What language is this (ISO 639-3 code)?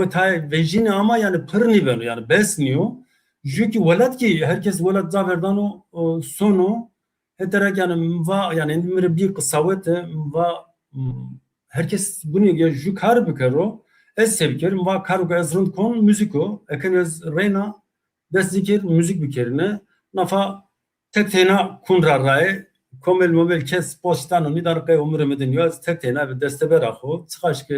zza